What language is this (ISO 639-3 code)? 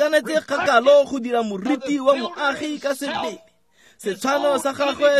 tsn